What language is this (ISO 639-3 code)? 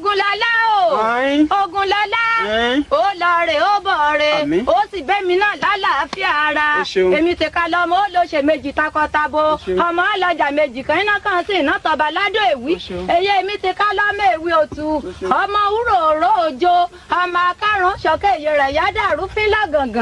yor